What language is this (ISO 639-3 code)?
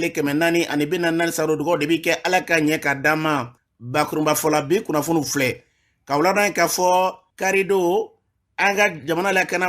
bam